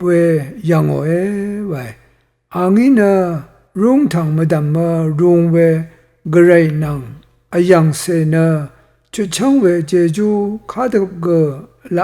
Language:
Rawang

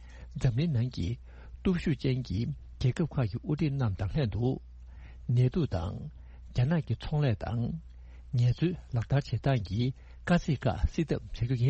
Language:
Tibetan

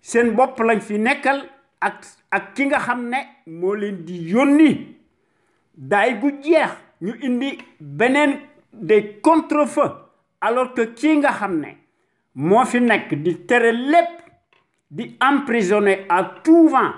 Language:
Wolof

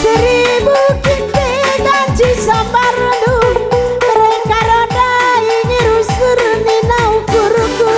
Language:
Batak Karo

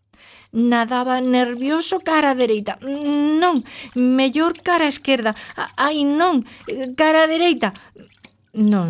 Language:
Galician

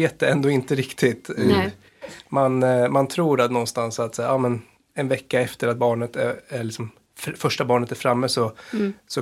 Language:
Swedish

